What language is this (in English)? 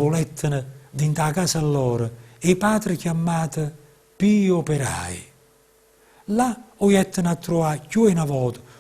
Neapolitan